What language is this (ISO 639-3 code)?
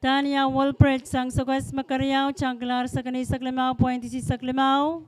pon